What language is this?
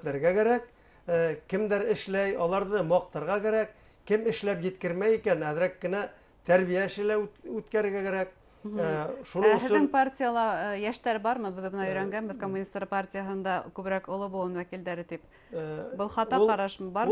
Bashkir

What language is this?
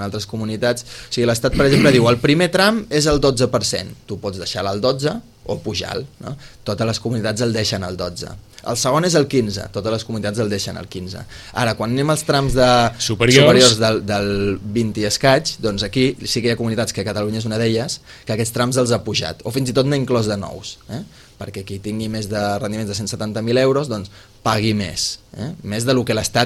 Catalan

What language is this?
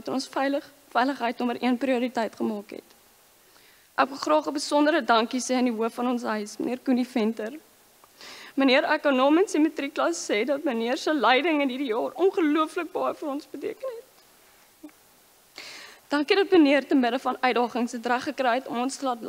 Afrikaans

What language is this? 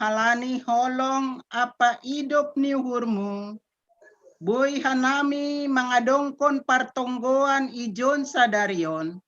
Batak Simalungun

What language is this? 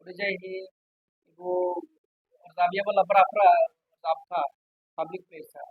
Dimasa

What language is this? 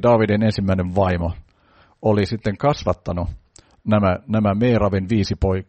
Finnish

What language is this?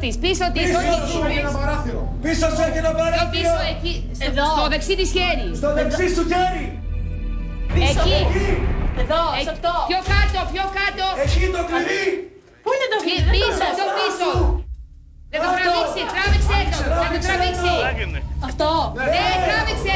Greek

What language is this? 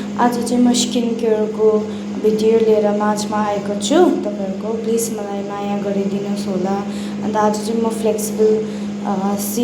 Nepali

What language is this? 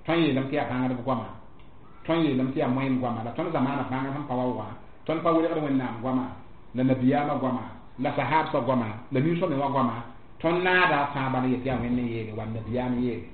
Mossi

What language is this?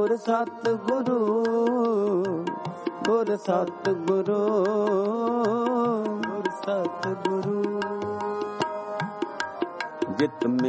Punjabi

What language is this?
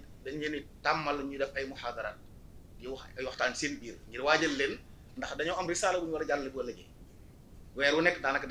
Wolof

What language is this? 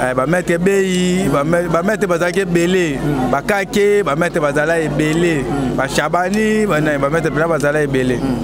Lingala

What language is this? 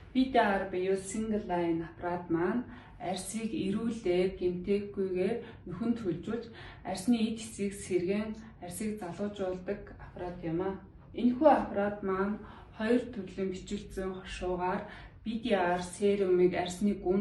Mongolian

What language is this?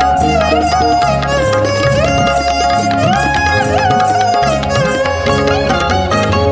Bangla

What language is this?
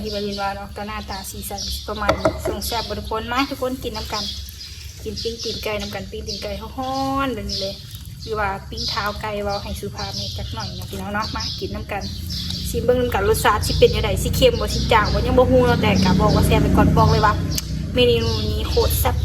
Lao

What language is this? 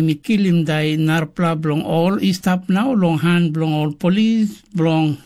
Tok Pisin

